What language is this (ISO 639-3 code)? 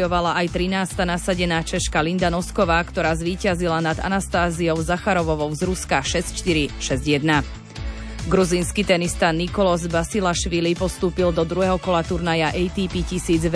slk